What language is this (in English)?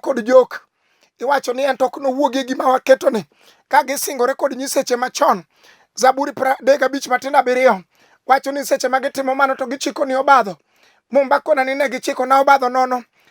Luo (Kenya and Tanzania)